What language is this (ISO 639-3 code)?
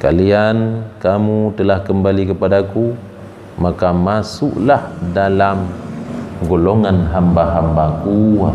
ace